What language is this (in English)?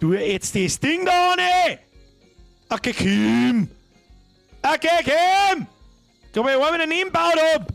Bavarian